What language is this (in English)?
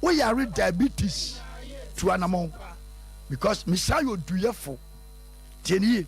Akan